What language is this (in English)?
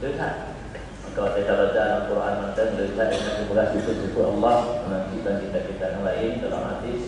Achinese